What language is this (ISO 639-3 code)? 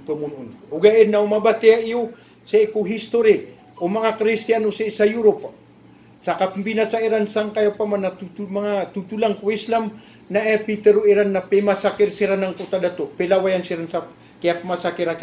mrw